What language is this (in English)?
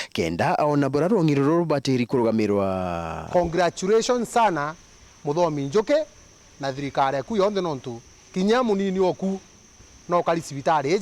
Meru